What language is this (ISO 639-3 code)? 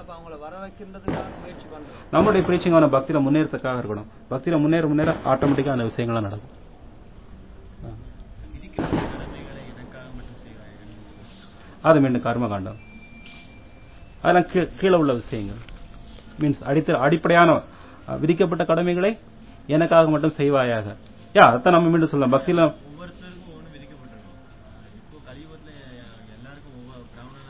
tam